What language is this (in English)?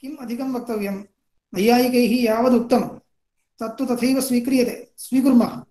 Sanskrit